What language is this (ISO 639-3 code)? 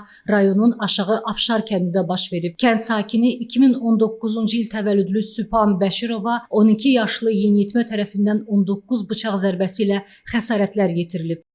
aze